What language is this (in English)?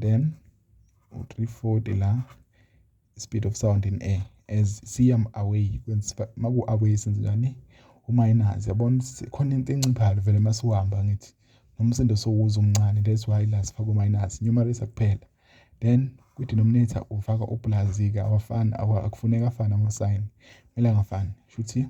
Zulu